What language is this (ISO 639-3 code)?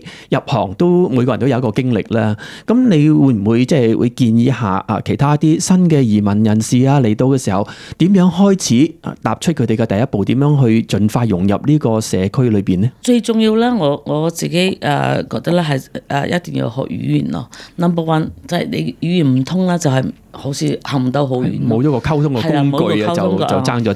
yue